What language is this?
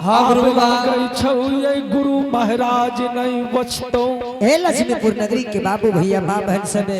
Angika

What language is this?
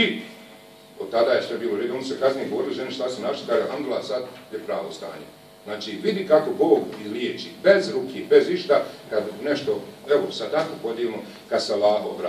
Bosnian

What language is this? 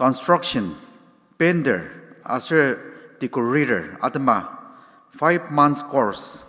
Ao Naga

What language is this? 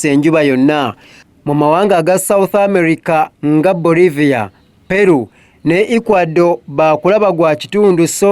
Ganda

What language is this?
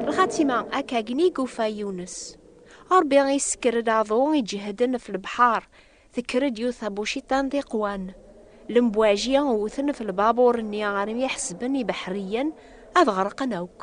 Kabyle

